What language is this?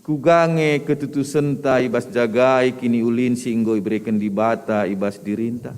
Batak Karo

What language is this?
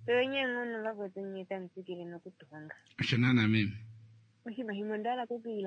Kuanyama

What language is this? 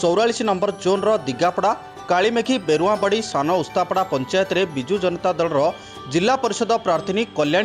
Odia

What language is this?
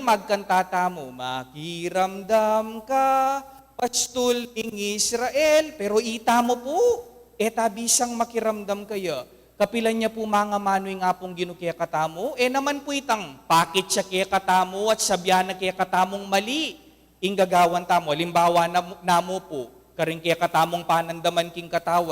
Pampanga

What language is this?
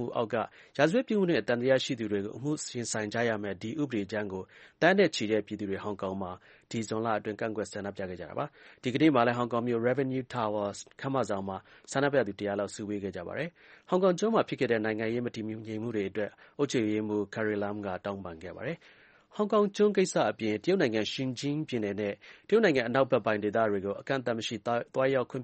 Burmese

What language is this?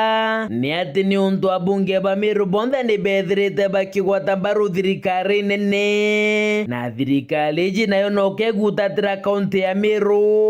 Meru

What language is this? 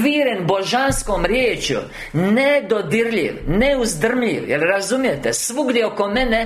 Croatian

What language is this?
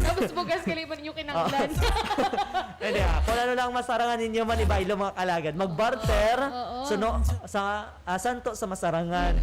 Hiligaynon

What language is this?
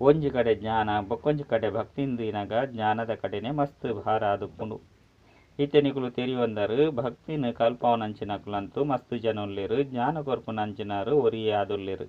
Tulu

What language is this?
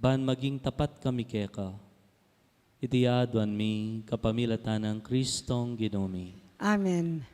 Pampanga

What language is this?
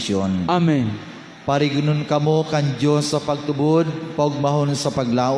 Bikol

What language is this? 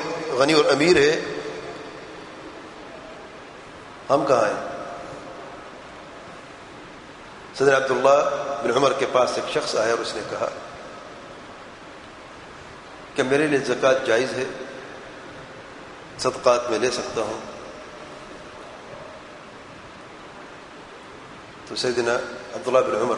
Urdu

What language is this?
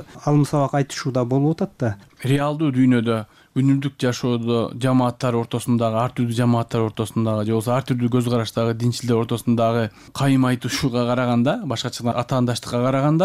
Kyrgyz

